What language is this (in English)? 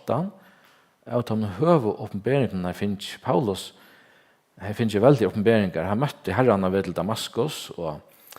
Faroese